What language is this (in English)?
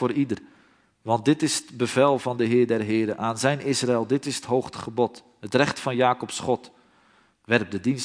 Dutch